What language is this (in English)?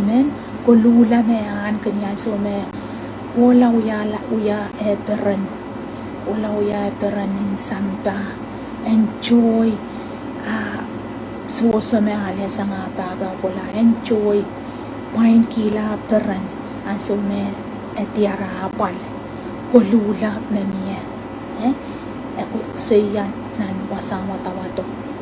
Pohnpeian